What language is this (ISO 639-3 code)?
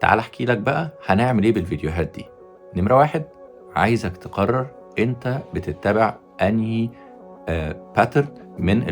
arz